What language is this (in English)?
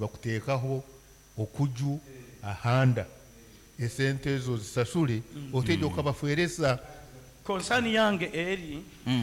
Nyankole